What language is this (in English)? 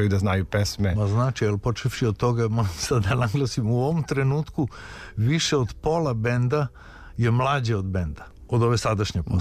Serbian